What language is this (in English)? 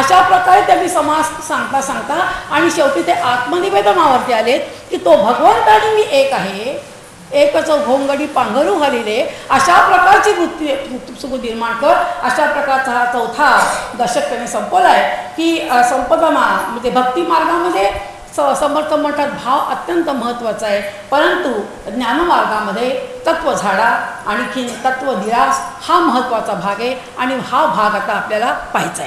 Marathi